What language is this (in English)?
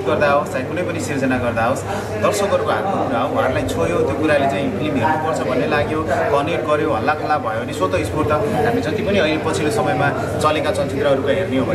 Nepali